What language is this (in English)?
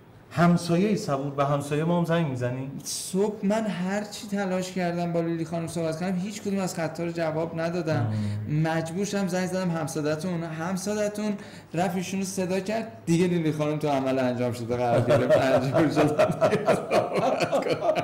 Persian